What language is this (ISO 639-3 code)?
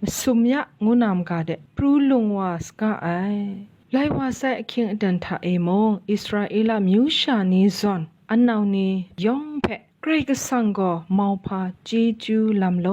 kac